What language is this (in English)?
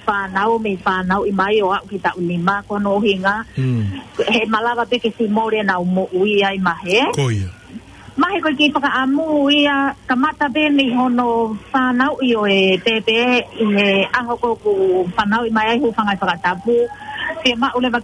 Tongan